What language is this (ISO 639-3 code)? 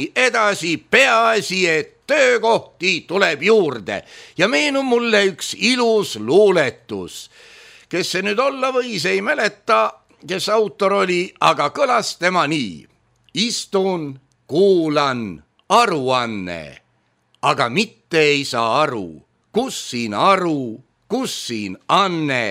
est